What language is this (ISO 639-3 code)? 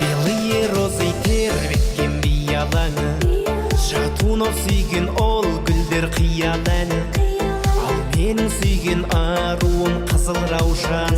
kaa